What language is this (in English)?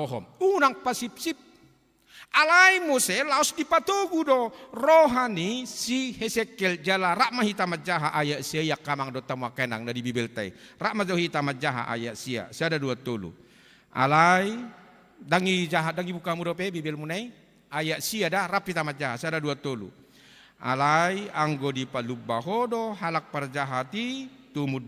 Batak Toba